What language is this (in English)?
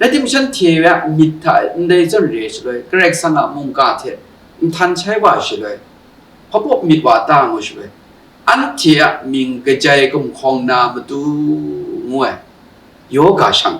Kachin